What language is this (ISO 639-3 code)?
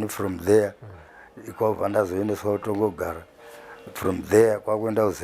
sna